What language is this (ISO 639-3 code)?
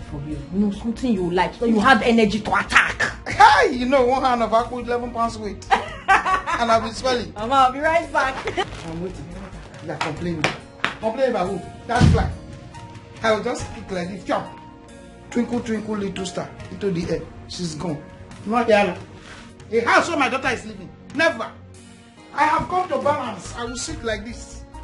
pcm